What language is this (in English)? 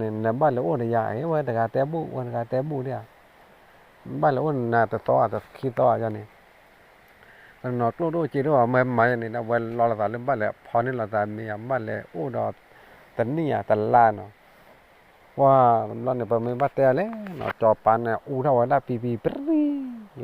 S'gaw Karen